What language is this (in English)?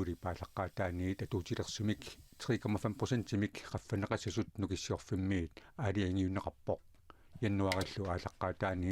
Kalaallisut